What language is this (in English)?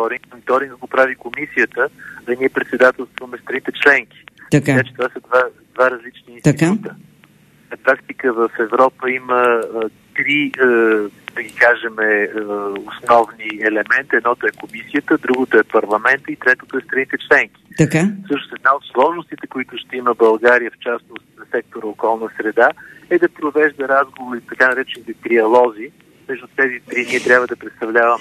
Bulgarian